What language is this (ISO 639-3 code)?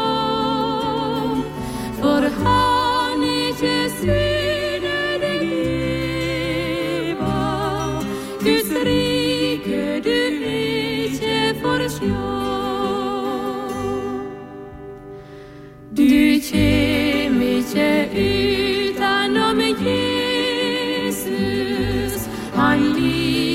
nor